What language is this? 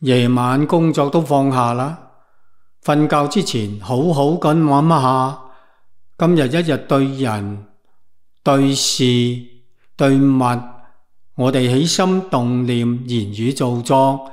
Cantonese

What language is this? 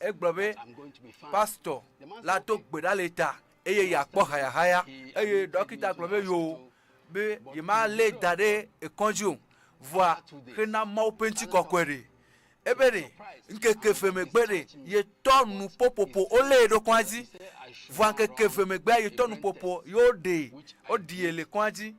Ewe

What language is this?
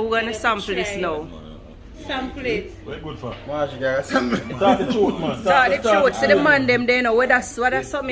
Jamaican Creole English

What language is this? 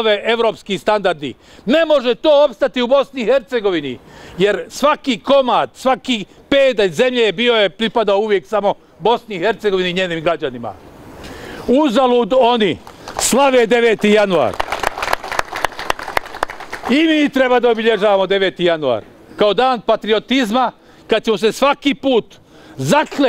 Bosnian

